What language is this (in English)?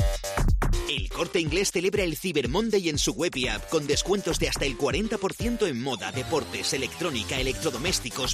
Spanish